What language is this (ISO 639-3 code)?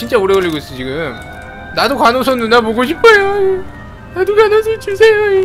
kor